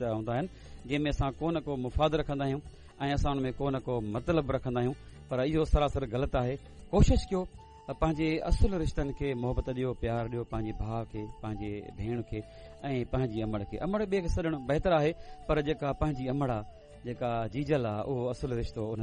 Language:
Sindhi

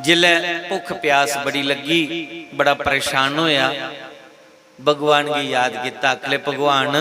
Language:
Dogri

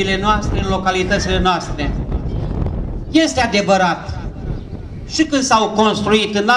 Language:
Romanian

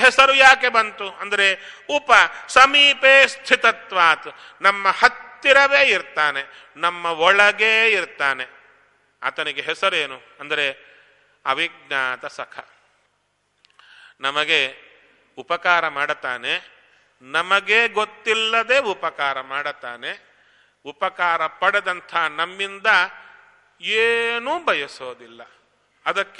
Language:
Kannada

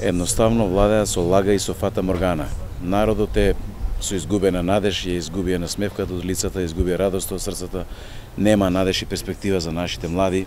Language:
Macedonian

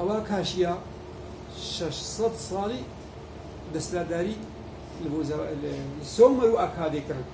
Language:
Kurdish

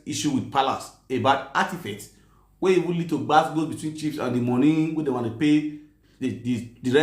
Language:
Nigerian Pidgin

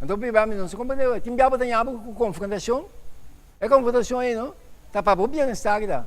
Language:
Papiamento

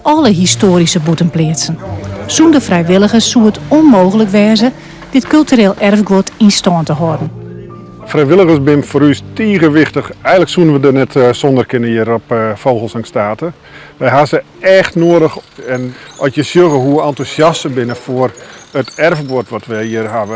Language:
Western Frisian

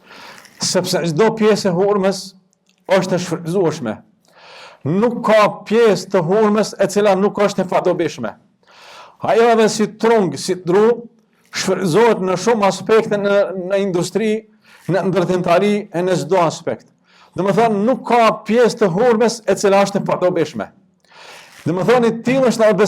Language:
Albanian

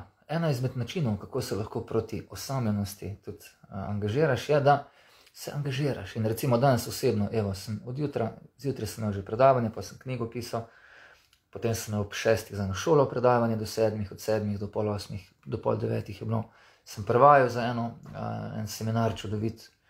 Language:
Slovenian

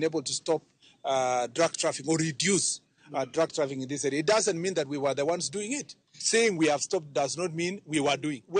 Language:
Luo (Kenya and Tanzania)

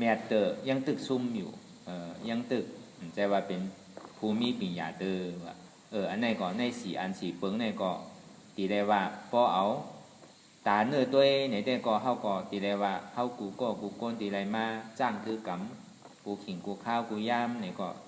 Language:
Shan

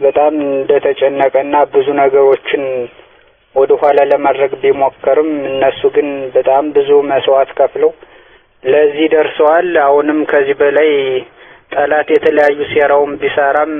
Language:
Amharic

